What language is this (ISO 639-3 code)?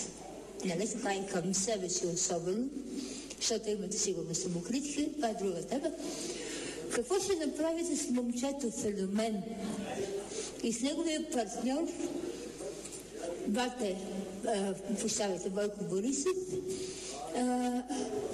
bul